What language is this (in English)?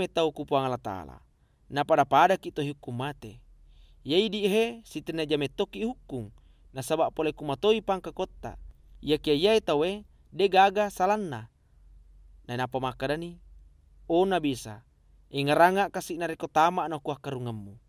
Buginese